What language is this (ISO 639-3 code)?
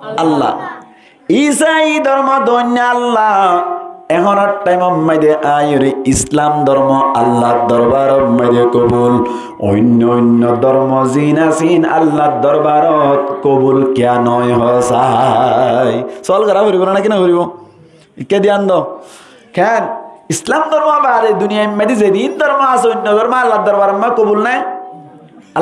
rhg